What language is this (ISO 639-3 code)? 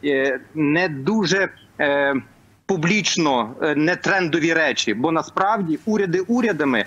ukr